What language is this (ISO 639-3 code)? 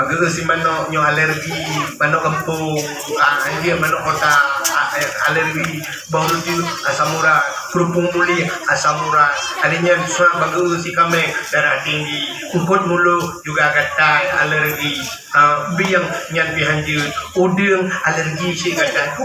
ace